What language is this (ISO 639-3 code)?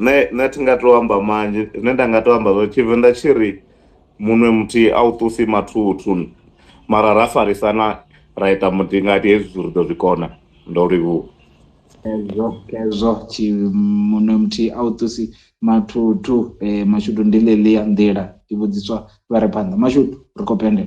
ven